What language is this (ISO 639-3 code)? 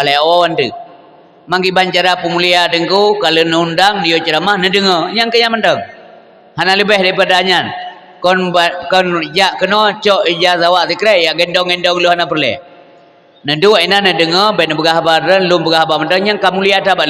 ace